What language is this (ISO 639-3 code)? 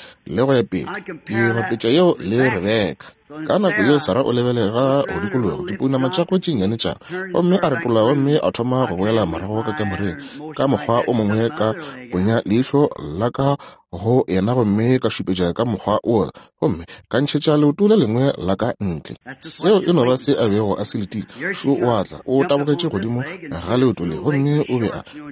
nso